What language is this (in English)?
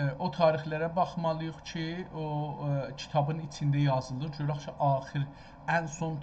South Azerbaijani